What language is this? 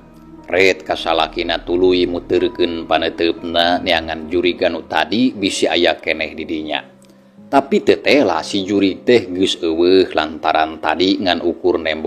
Sundanese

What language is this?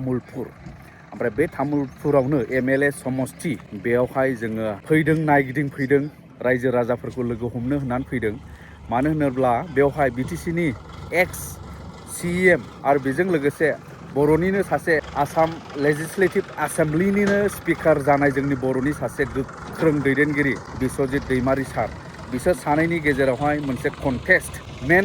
Bodo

